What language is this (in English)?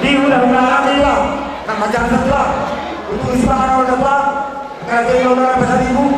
Batak Toba